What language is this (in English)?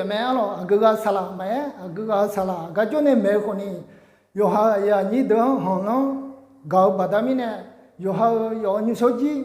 Akha